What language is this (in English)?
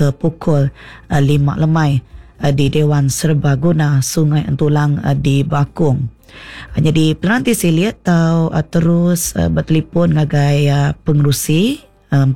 Iban